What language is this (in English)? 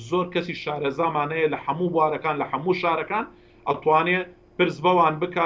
Central Kurdish